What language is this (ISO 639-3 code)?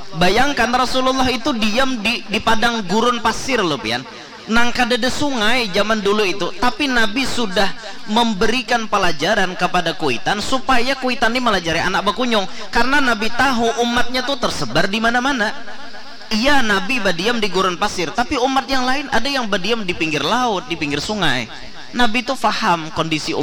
bjn